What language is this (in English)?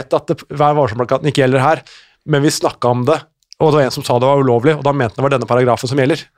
Norwegian